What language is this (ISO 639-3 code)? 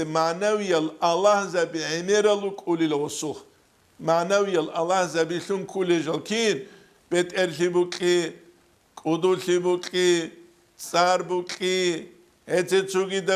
ava